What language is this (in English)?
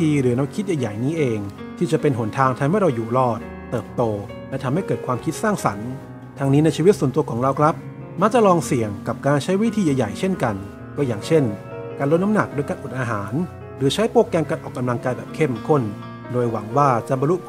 Thai